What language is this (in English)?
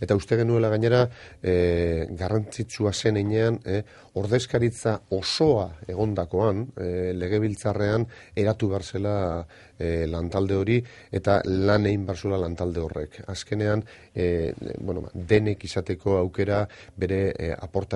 Basque